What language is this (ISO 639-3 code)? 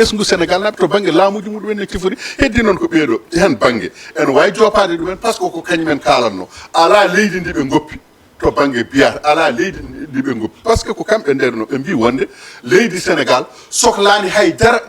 ful